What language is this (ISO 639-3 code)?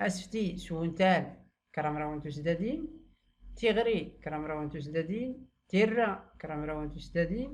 shi